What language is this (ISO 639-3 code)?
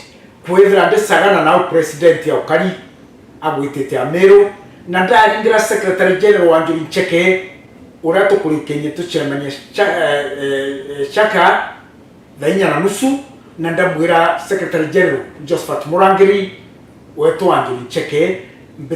mer